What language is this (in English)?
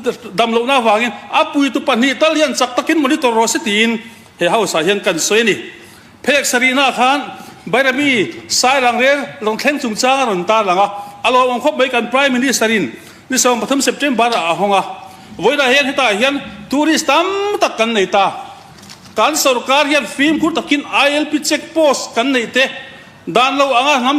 Mizo